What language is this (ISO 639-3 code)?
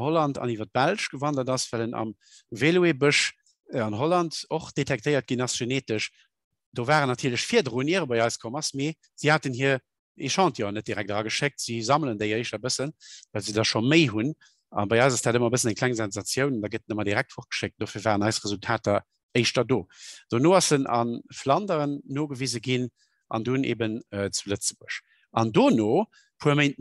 ltz